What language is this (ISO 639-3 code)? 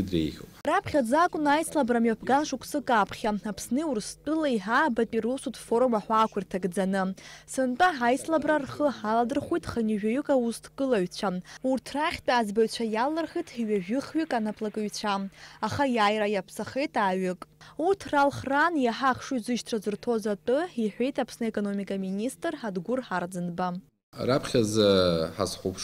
abk